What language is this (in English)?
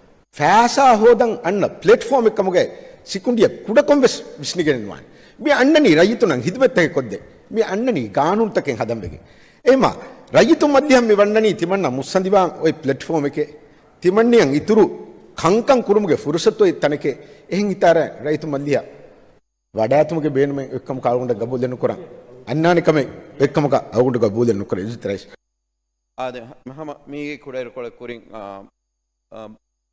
Divehi